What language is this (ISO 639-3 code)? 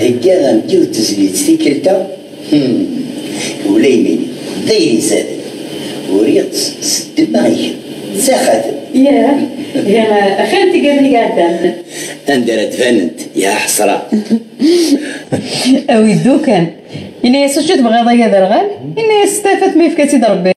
kab